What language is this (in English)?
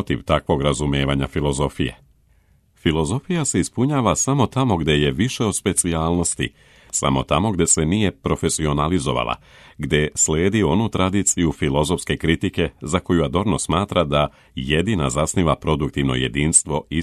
Serbian